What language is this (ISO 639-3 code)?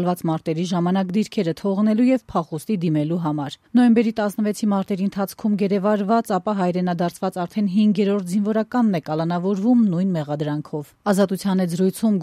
hye